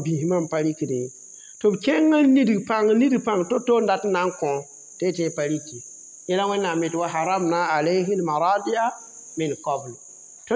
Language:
Mossi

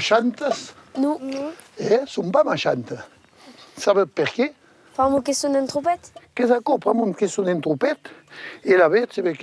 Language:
Occitan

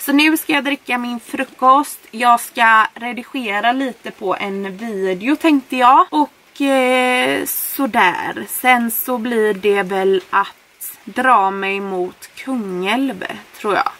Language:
Swedish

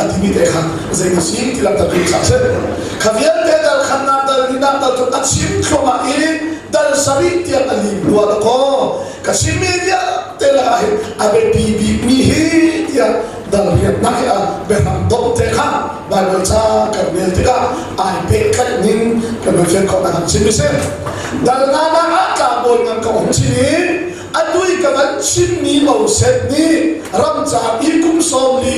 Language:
Hakha Chin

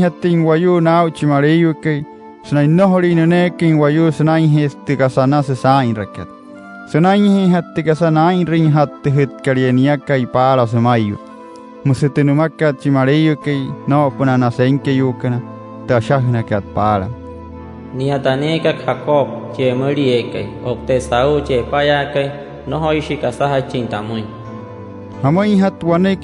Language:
Wayuu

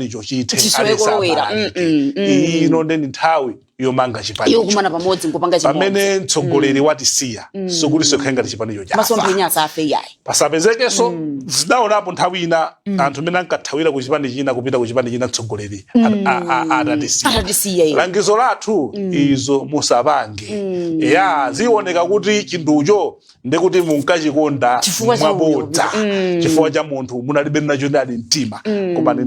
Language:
Nyanja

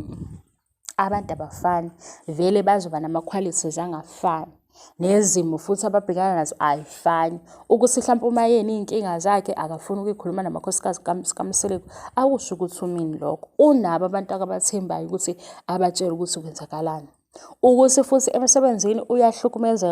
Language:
Zulu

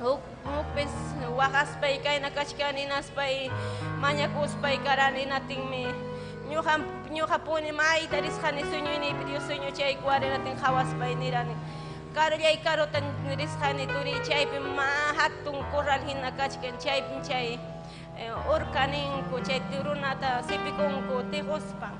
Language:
Ayacucho Quechua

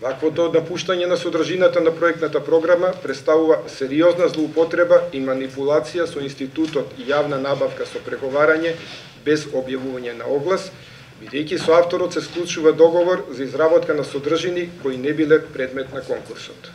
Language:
Macedonian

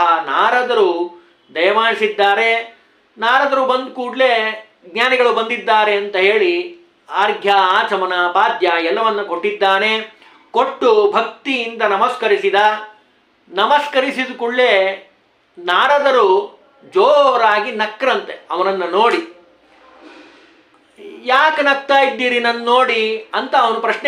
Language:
Kannada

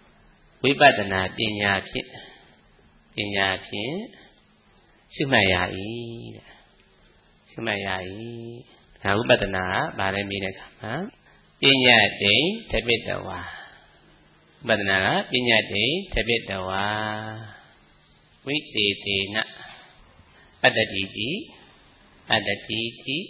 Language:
Burmese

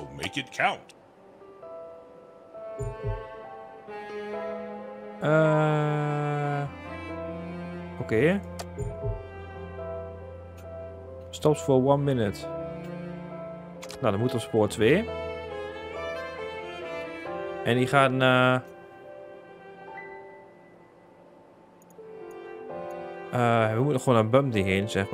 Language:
Dutch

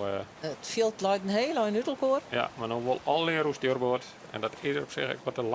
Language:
Western Frisian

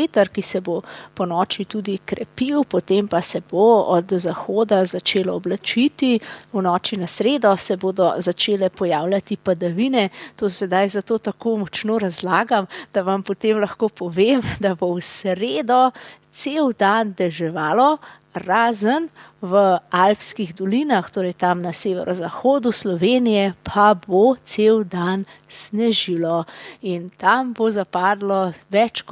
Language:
Slovenian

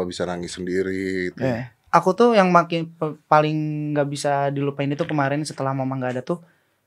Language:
Indonesian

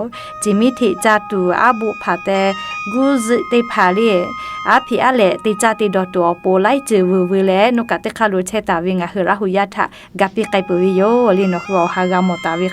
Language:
Lahu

